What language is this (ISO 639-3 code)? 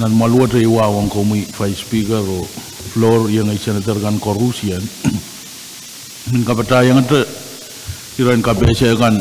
pon